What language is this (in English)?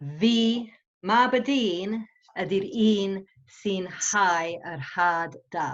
Welsh